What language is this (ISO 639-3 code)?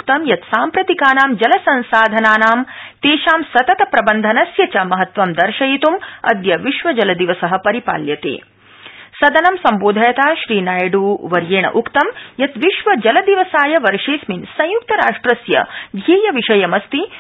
san